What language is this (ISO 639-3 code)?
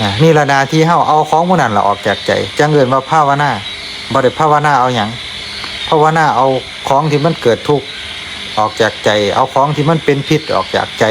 tts